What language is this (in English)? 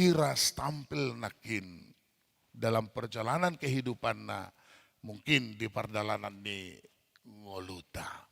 Batak Toba